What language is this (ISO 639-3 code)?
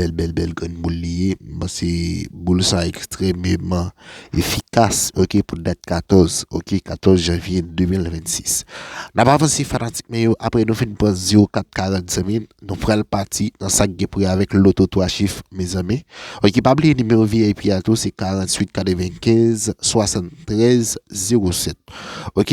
hat